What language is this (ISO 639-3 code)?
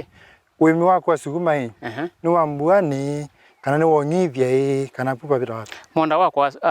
kam